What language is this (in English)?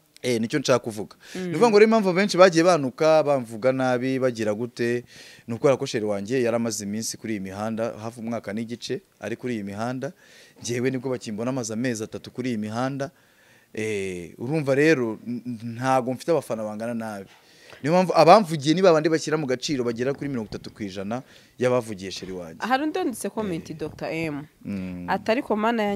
Kinyarwanda